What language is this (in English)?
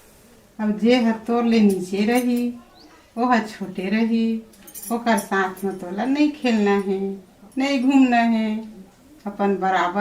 Chhattisgarhi